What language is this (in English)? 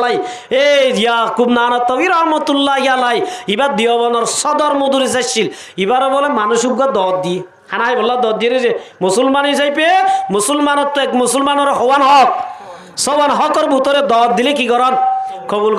Rohingya